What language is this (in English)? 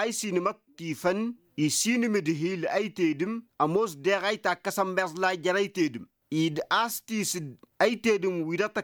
Tamasheq